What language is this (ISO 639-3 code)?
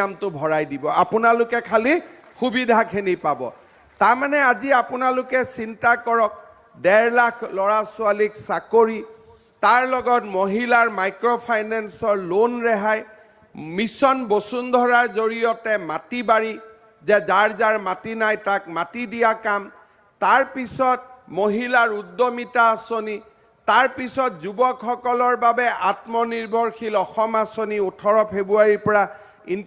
asm